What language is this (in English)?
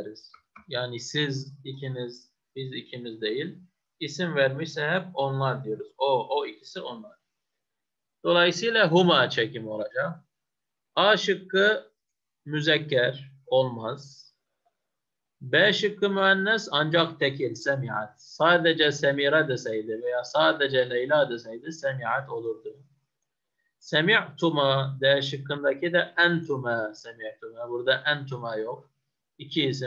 Turkish